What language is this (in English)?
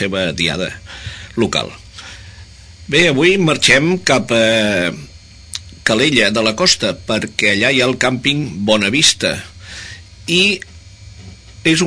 Catalan